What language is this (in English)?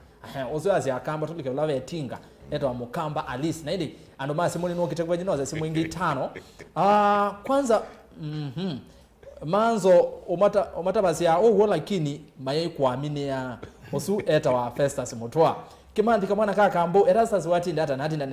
Kamba